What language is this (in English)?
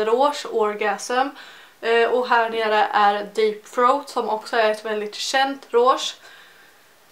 Swedish